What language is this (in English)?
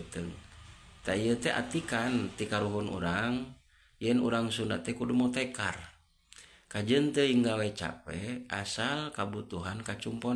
Sundanese